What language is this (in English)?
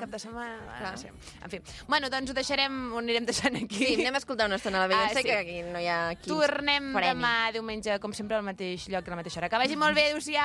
Catalan